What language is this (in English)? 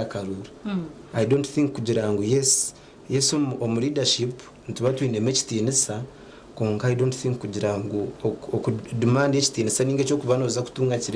Nyankole